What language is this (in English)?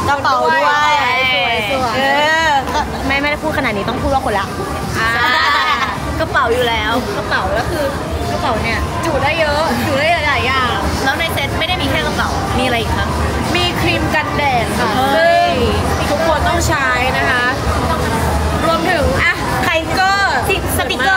Thai